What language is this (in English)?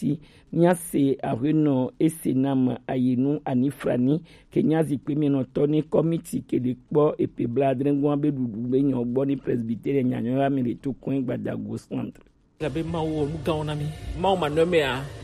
Gen